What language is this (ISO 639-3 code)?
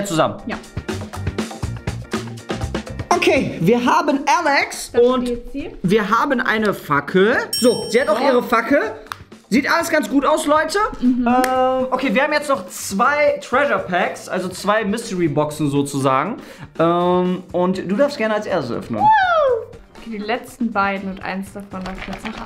deu